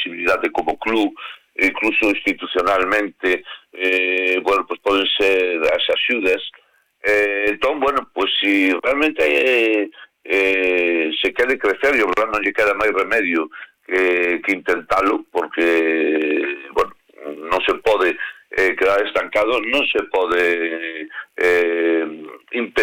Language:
Galician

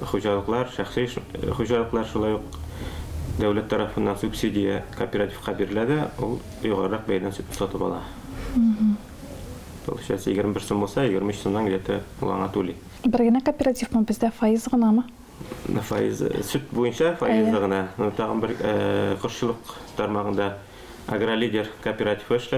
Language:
Tatar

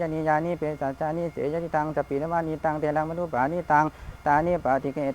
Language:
Pali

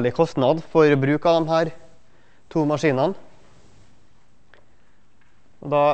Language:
Norwegian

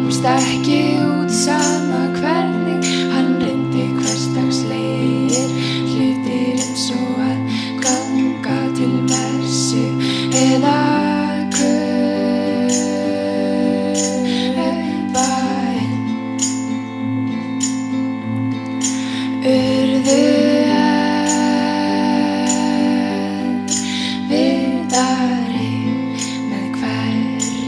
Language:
Icelandic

